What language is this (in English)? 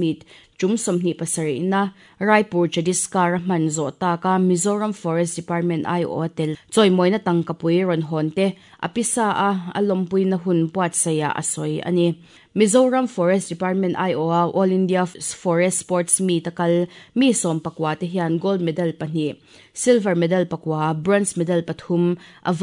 Mizo